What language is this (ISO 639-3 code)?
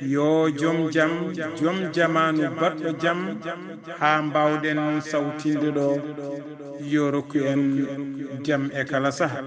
ful